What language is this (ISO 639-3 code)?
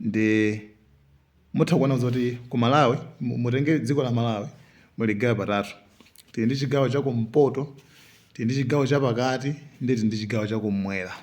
nya